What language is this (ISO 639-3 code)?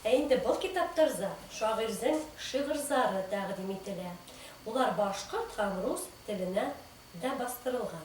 bak